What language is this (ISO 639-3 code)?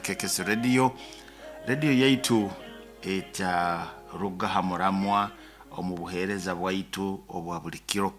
nyo